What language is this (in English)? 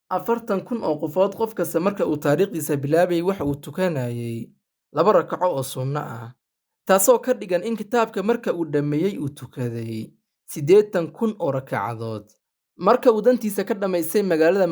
Somali